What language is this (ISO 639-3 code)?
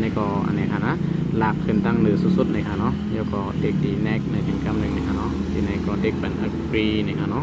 shn